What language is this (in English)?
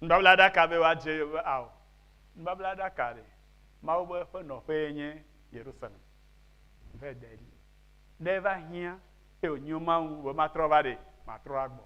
Ewe